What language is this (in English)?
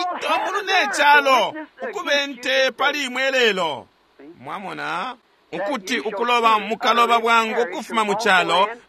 Bemba